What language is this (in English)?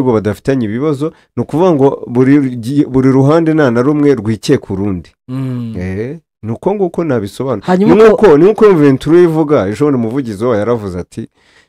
Kinyarwanda